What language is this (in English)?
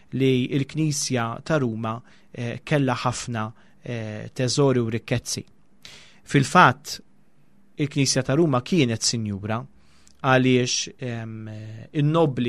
Maltese